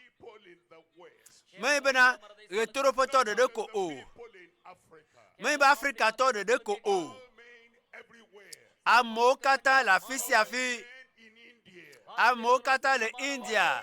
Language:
Ewe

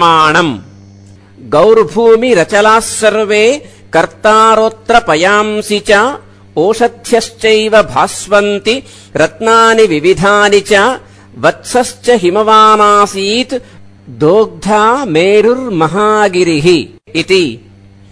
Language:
Sanskrit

